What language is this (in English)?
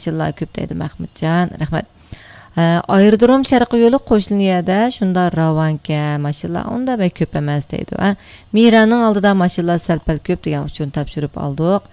Uyghur